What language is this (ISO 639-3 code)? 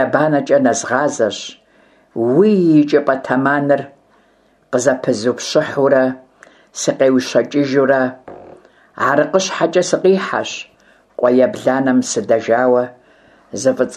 kbd